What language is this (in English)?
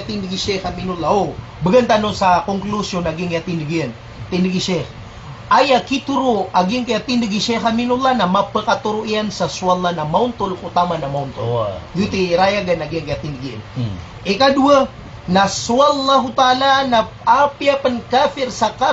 Maranao